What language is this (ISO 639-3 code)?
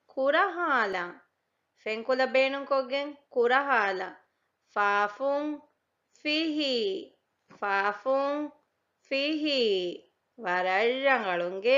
div